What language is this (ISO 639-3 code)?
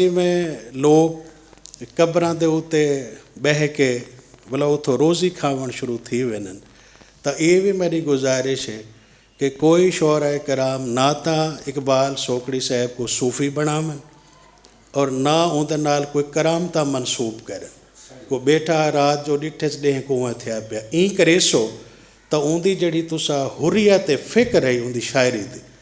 skr